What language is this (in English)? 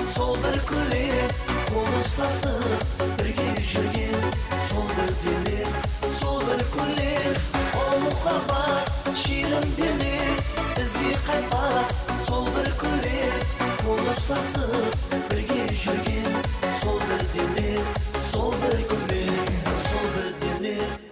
Kara-Kalpak